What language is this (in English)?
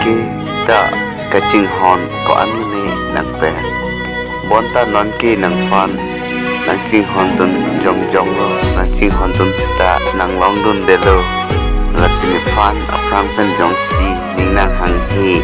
Karbi